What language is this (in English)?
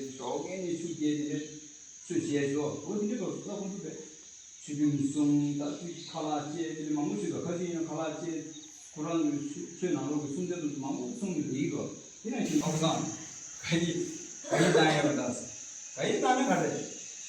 Tibetan